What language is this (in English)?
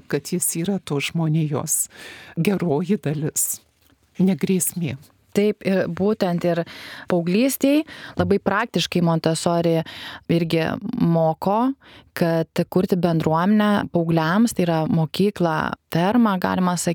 Lithuanian